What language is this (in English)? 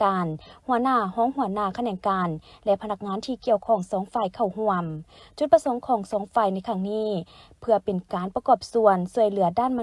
Lao